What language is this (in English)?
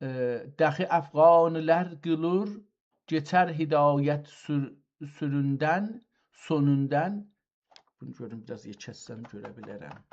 South Azerbaijani